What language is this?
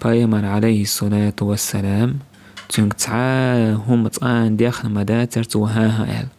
Chechen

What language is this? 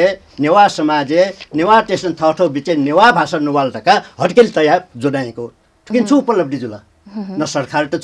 Newari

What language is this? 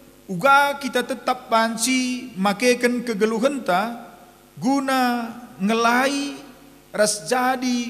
Batak Karo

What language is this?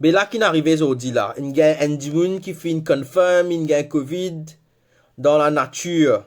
Morisyen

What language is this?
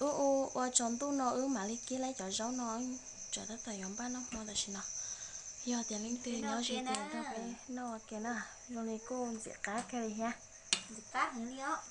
Hmong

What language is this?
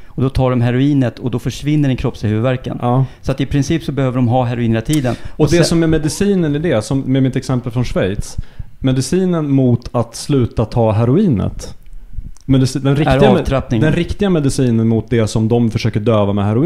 Swedish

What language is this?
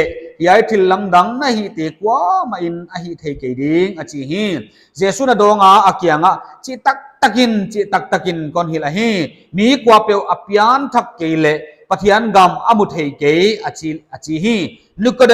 Paite Chin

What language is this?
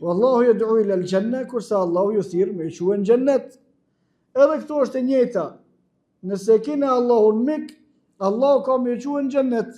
Albanian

